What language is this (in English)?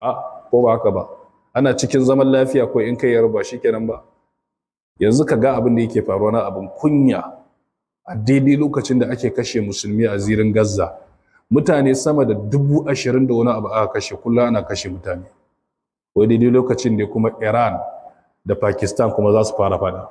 Hausa